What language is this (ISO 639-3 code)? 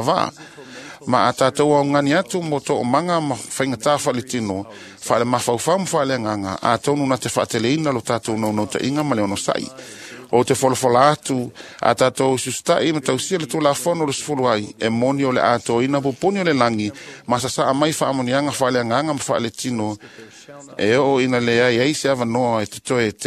smo